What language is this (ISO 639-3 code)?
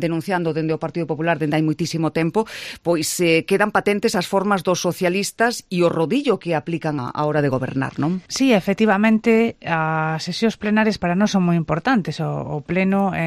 glg